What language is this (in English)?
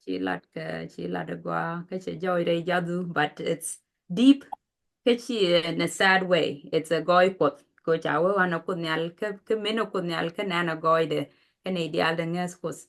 Nuer